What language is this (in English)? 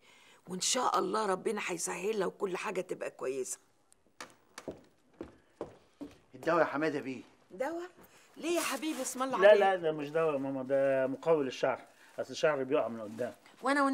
Egyptian Arabic